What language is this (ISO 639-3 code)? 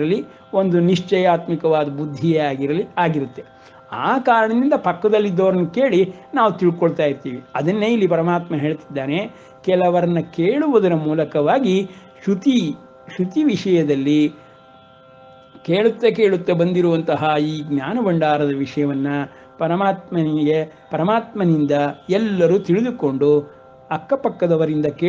kan